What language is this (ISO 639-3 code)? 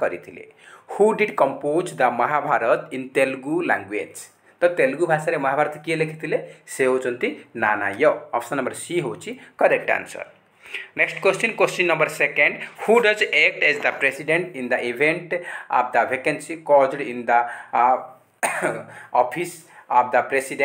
ori